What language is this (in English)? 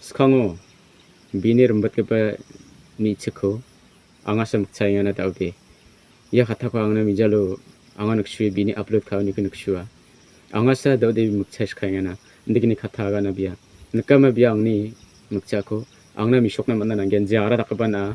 Garo